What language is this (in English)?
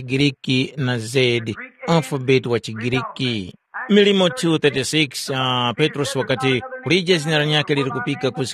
Tumbuka